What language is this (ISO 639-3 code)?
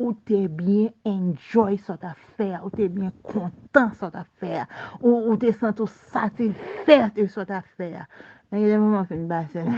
hat